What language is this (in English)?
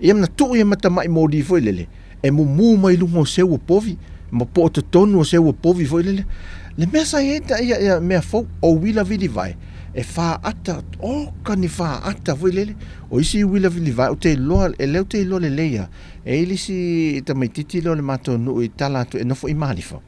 Samoan